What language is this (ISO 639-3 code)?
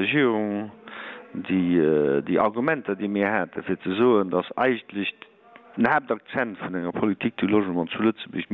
ltz